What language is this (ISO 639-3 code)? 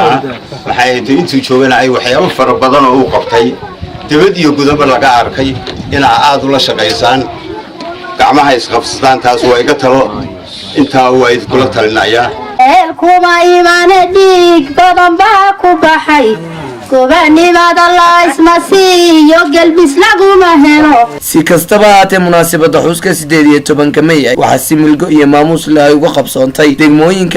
som